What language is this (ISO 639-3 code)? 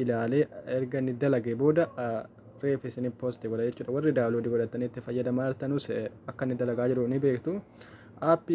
orm